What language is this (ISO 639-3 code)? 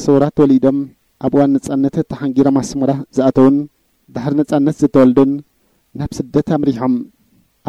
tir